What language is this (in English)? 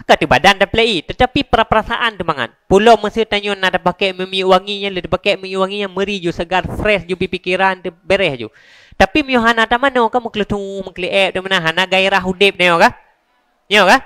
Achinese